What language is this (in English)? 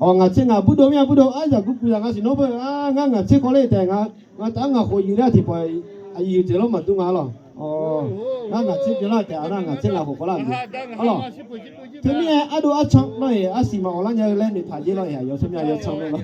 Akha